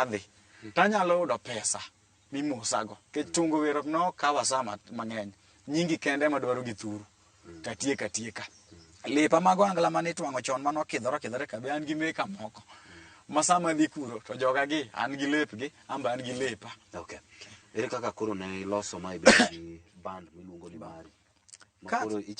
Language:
Luo (Kenya and Tanzania)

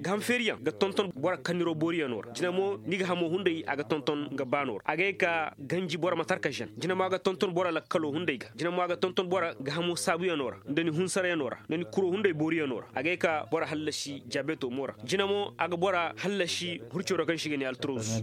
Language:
Koyraboro Senni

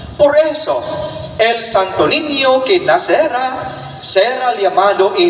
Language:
Cebuano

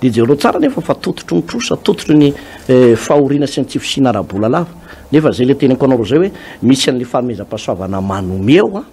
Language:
Malagasy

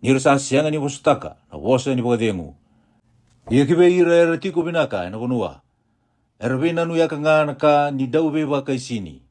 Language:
Fijian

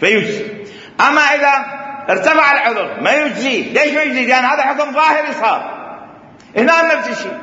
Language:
Mesopotamian Arabic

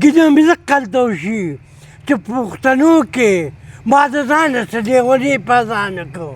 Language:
Pashto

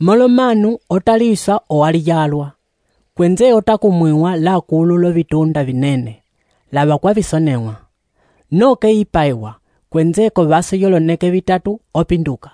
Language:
Umbundu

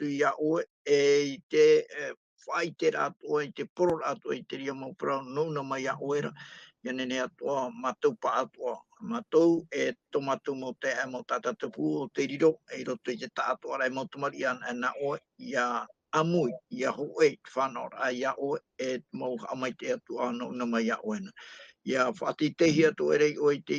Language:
Tahitian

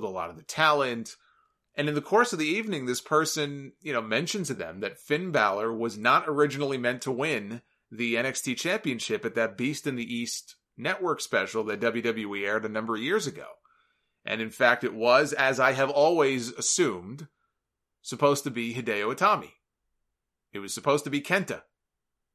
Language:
English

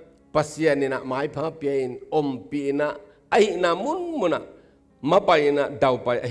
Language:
Tedim Chin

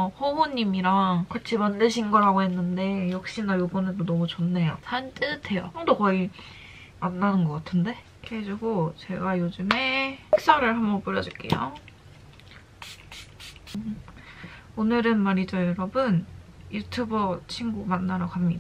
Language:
Korean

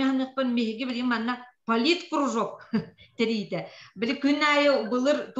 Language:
Yakut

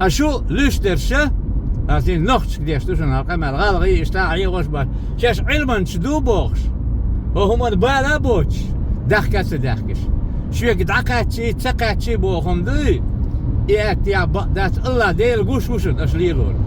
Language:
Chechen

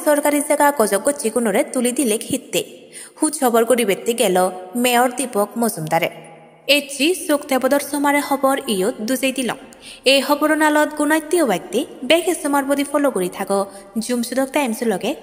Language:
Chakma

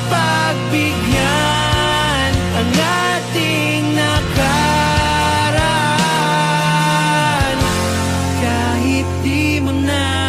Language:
Filipino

